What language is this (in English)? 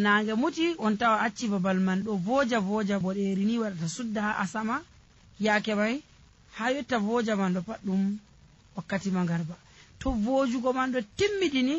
Nigerian Fulfulde